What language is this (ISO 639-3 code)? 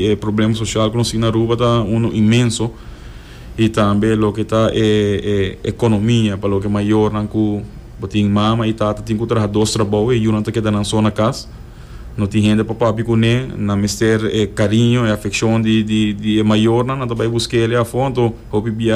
pap